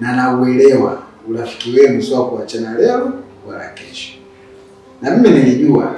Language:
Swahili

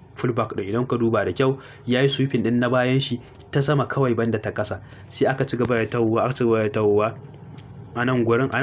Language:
Hausa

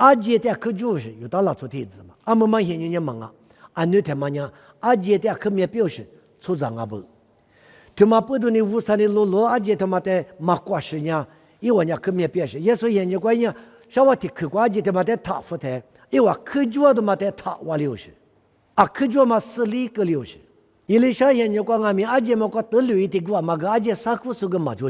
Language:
Lisu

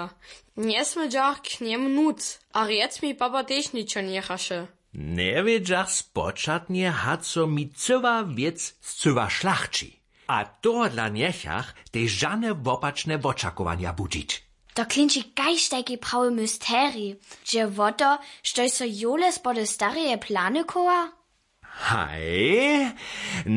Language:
Upper Sorbian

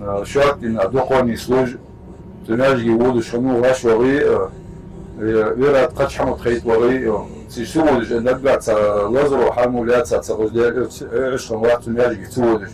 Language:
Ingush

